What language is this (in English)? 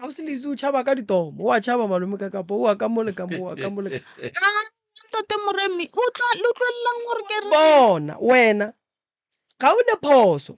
Northern Sotho